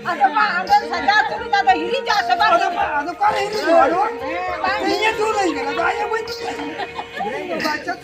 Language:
Santali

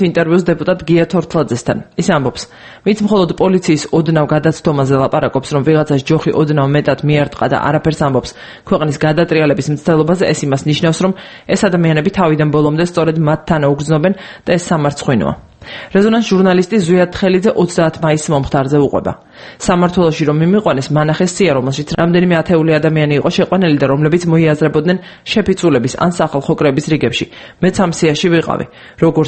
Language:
Georgian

